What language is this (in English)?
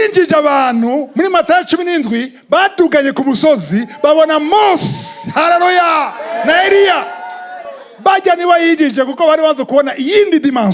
Rundi